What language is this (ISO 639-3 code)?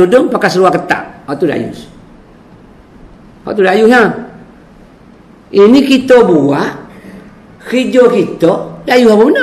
msa